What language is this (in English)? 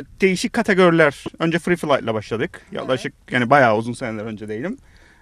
Turkish